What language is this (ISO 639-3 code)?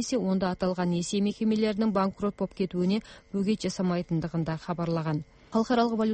kaz